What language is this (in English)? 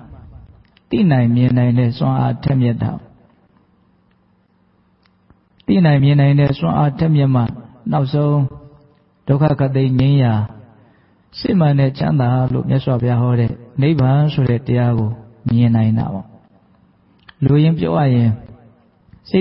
Burmese